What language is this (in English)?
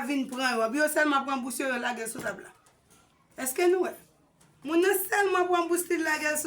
Haitian Creole